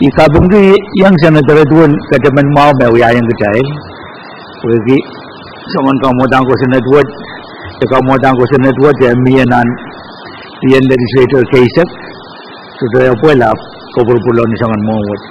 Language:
Pohnpeian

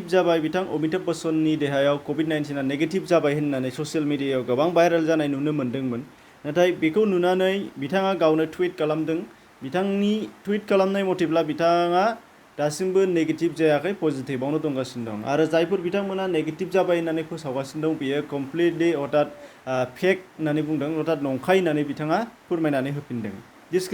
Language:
Bodo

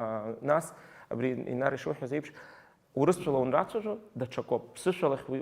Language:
Abkhazian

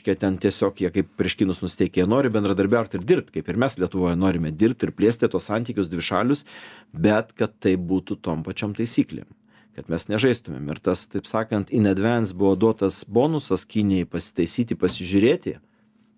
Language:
Lithuanian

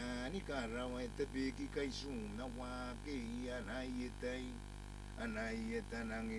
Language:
Gilbertese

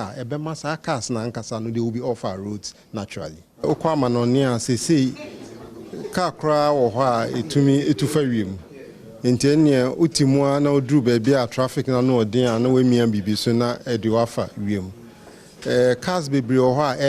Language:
Akan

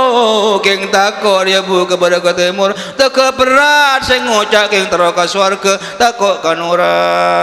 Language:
Madurese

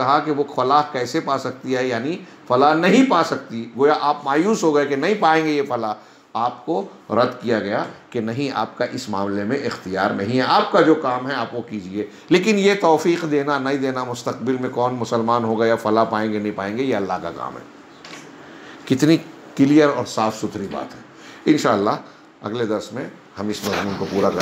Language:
Hindi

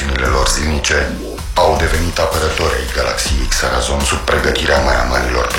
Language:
Romanian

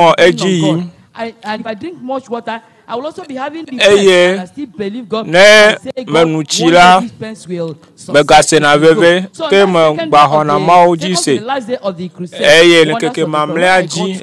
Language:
Ewe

